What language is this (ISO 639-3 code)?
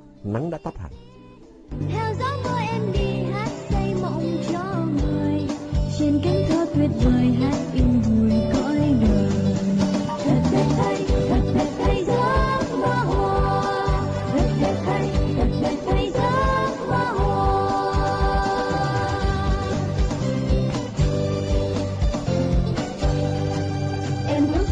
vie